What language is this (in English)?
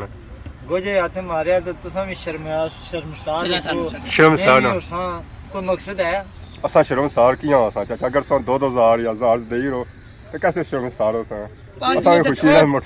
Pahari-Potwari